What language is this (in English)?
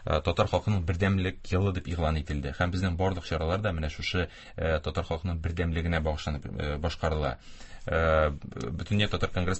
Tatar